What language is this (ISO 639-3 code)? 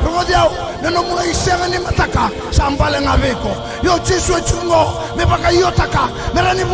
fij